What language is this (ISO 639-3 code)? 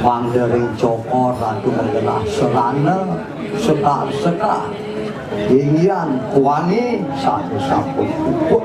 ban